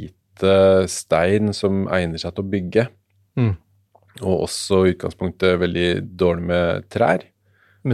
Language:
Norwegian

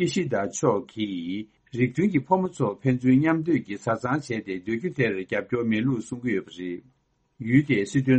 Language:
Tibetan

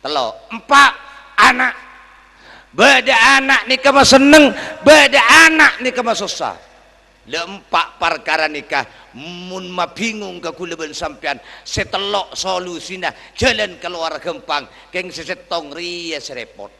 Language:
Madurese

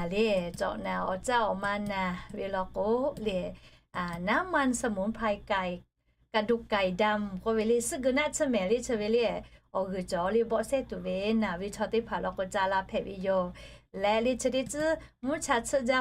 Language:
Lahu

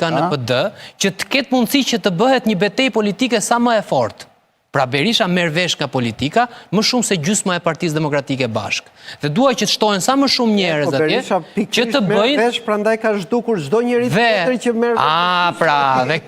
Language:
Albanian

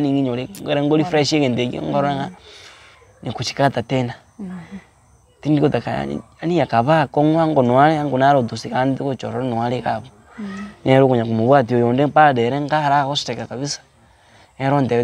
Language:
Gusii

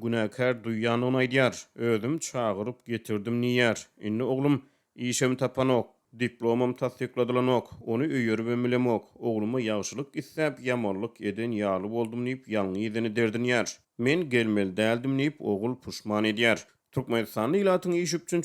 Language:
Turkmen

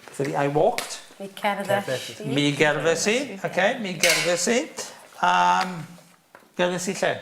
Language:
Welsh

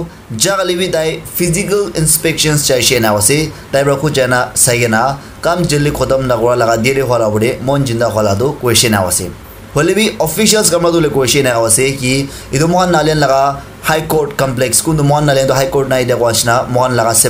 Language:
Naga Pidgin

